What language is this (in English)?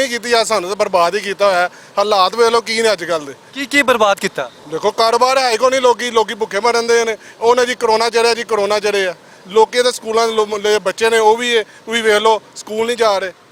Western Panjabi